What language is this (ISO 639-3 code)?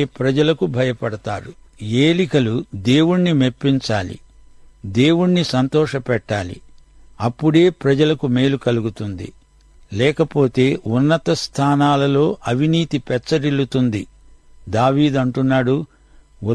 tel